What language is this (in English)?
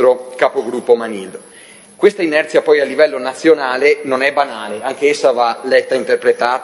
Italian